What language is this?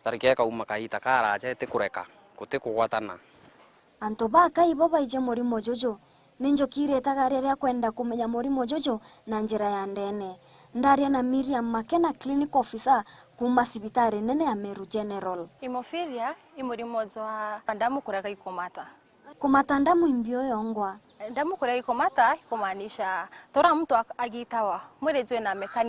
Meru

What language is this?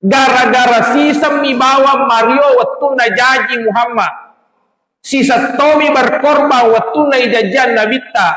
Buginese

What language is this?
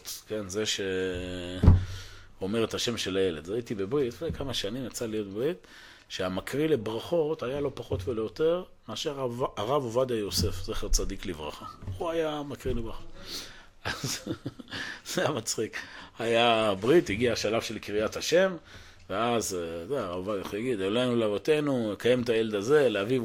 Hebrew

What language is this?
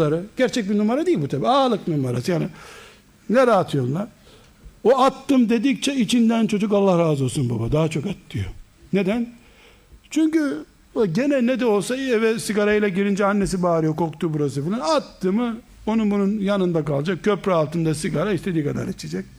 Turkish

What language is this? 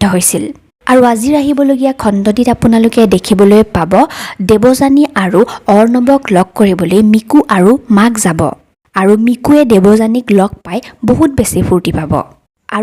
Assamese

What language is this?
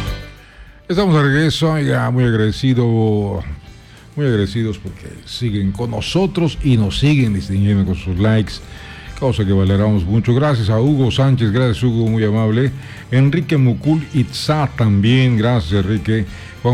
Spanish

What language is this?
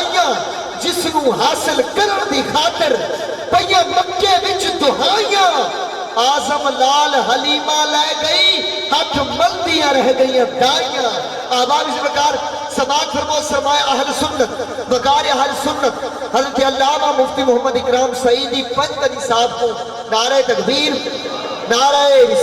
Saraiki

